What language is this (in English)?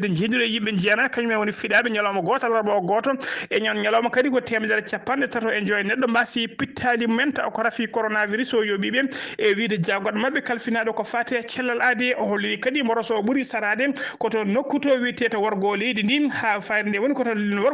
Fula